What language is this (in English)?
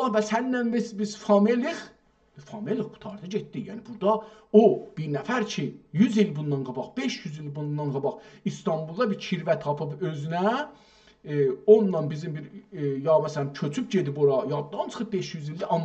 South Azerbaijani